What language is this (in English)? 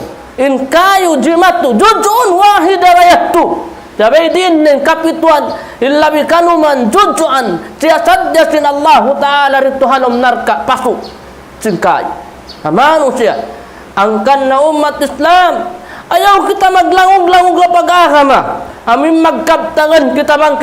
Tausug